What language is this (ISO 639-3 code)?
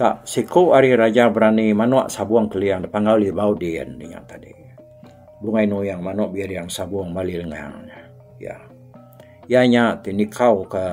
iba